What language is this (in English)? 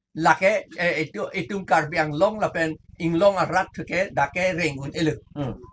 Karbi